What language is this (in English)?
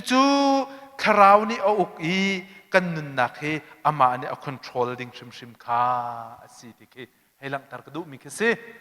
Hakha Chin